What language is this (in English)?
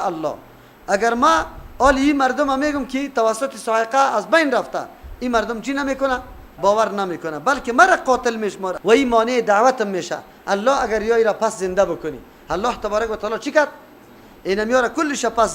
Persian